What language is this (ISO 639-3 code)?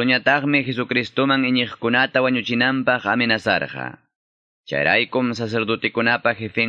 que